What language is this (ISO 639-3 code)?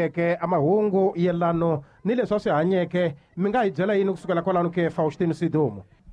tso